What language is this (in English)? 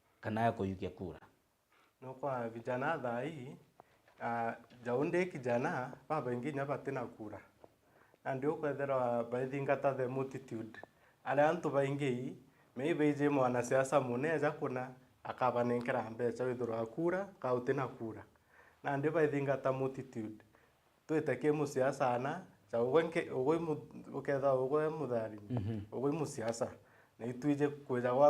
Meru